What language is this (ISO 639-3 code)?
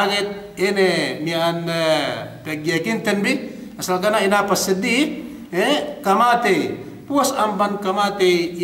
yka